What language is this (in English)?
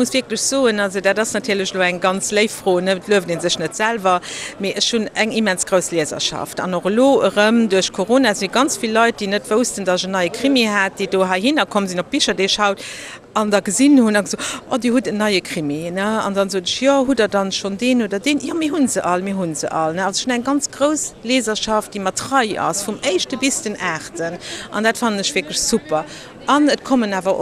Luxembourgish